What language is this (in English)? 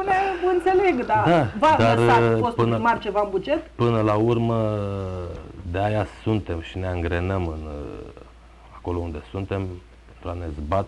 Romanian